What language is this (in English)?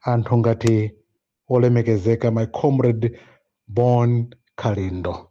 Nyanja